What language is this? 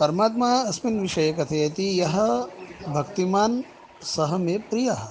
Sanskrit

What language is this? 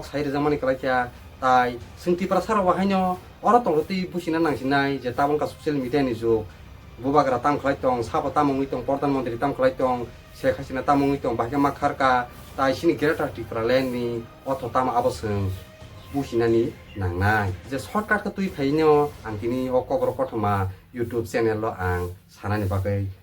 Kok Borok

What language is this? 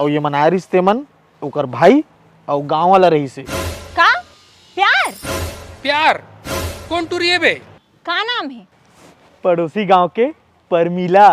Chhattisgarhi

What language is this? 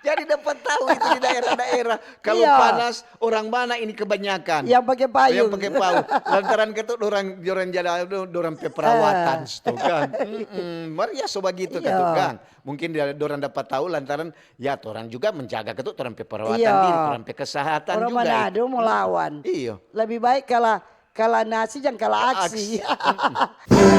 Manado Malay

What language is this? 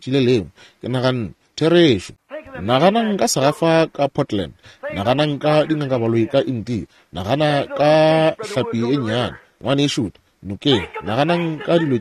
Northern Sotho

